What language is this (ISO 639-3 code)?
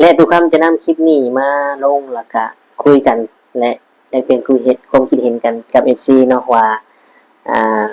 tts